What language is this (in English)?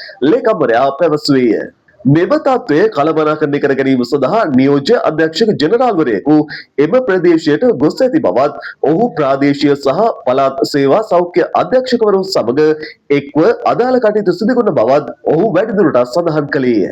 Sinhala